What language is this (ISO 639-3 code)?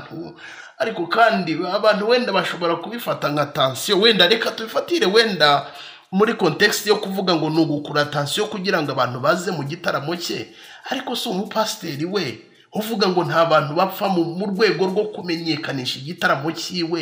kin